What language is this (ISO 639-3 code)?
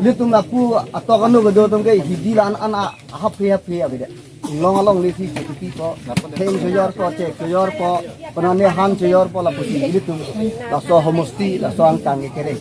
mjw